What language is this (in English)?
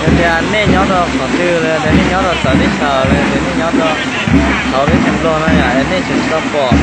Hmong